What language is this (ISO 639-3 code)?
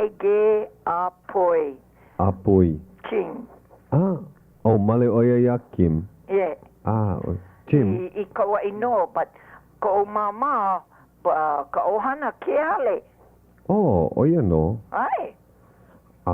haw